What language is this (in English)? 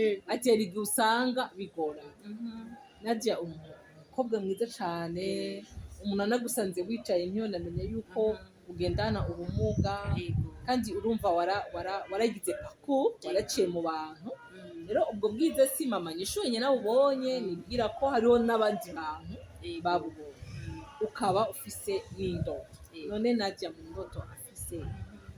Rundi